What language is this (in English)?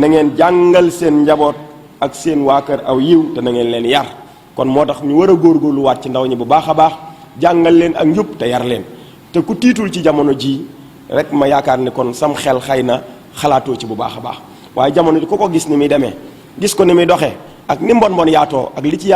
Wolof